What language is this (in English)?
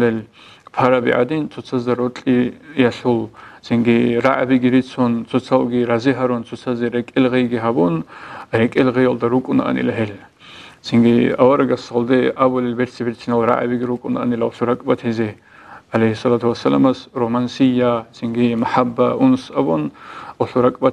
Avaric